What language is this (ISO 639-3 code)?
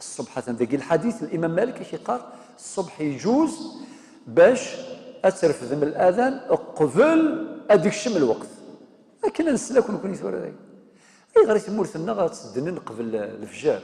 kab